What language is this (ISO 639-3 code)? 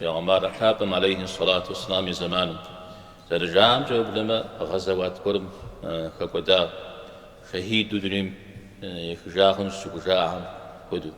kbd